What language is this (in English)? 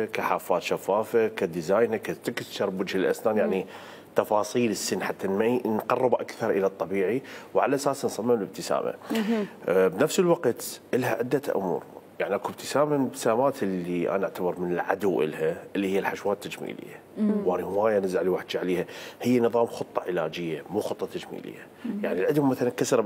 Mesopotamian Arabic